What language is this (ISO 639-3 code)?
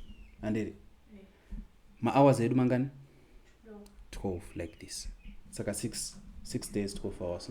sna